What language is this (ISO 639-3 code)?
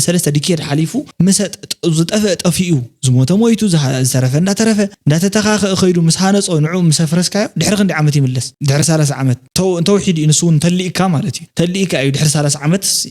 tir